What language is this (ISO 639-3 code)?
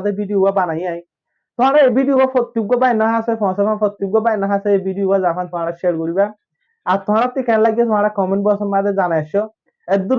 rhg